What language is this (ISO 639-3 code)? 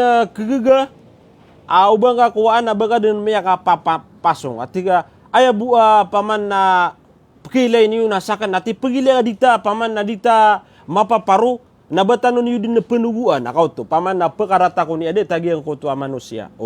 mrw